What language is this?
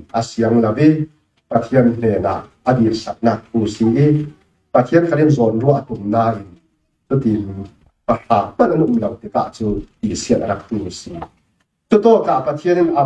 Falam Chin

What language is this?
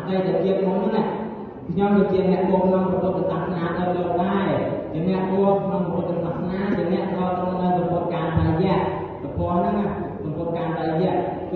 Khmer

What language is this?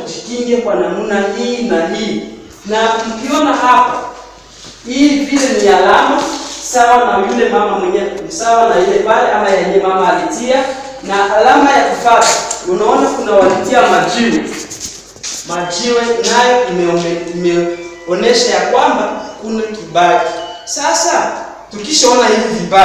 Swahili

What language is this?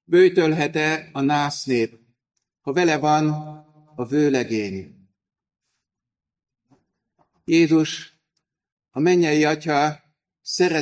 Hungarian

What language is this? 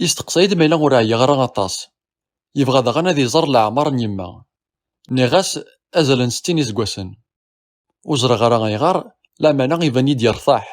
Kabyle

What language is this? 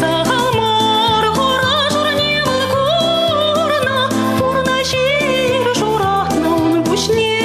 Chuvash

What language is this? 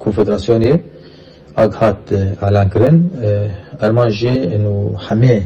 Kurdish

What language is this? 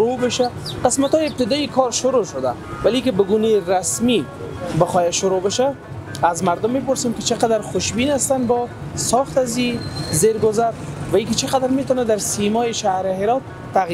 Persian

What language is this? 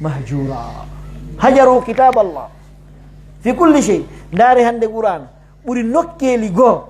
Pular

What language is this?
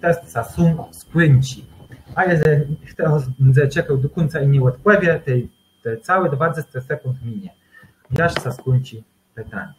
Kashubian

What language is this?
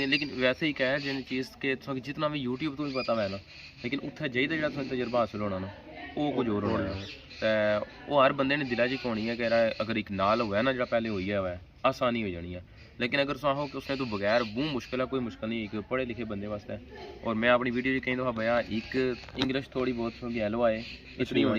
Pahari-Potwari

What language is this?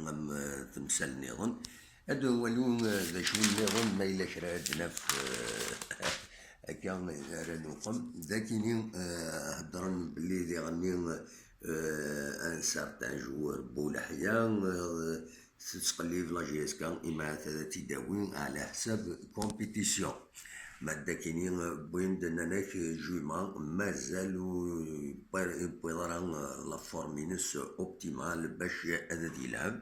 Kabyle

